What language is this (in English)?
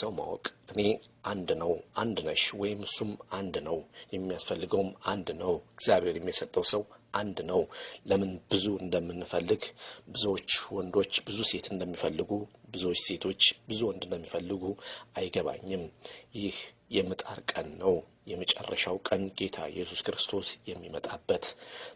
Amharic